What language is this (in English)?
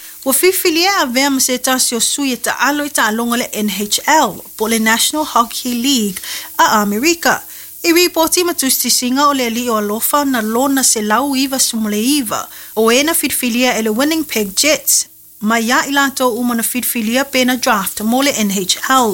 Samoan